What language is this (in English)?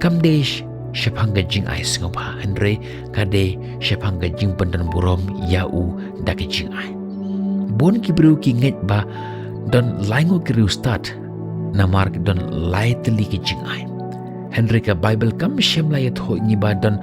Khasi